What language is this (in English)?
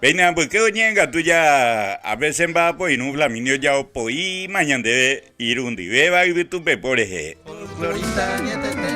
Guarani